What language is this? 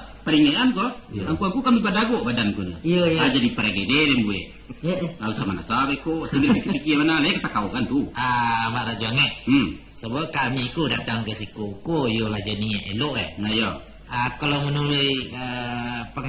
Minangkabau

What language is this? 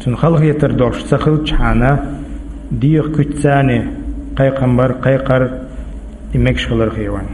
Chechen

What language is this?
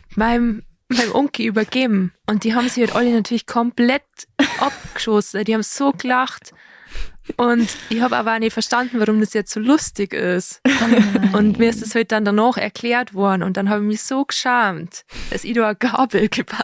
Bavarian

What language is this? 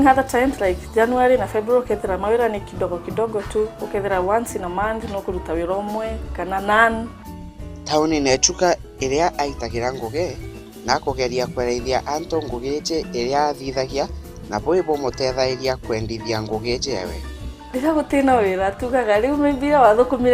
Meru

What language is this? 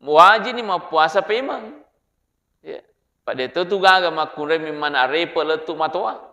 Buginese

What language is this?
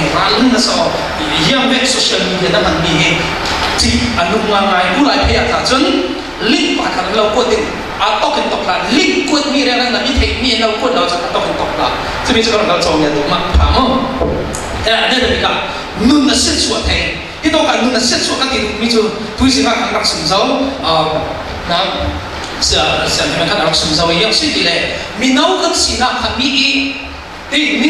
Falam Chin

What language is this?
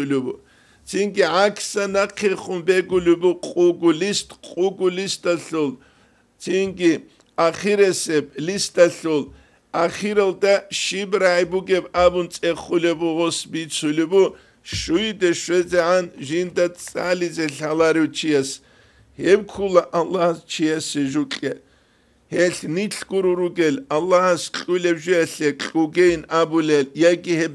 Avaric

